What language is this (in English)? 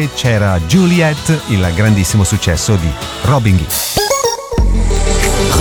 Italian